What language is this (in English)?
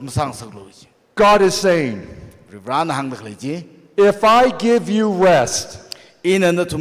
Tangkhul Naga (India)